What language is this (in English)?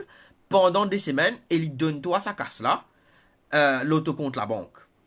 Morisyen